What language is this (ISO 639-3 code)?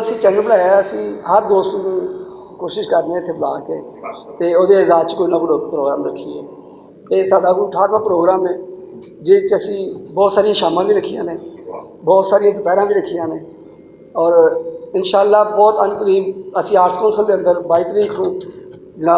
lah